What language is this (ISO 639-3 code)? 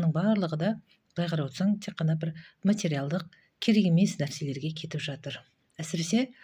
kaz